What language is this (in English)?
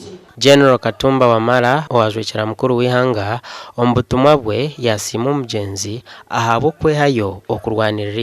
Nyankole